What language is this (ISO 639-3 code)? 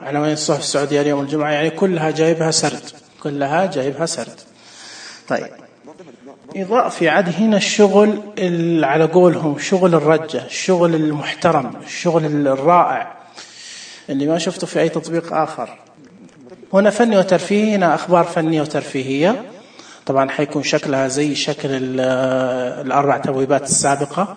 ars